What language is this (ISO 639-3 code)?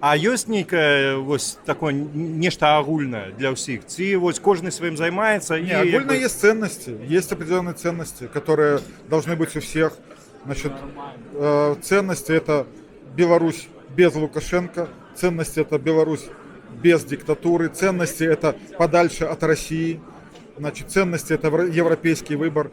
bel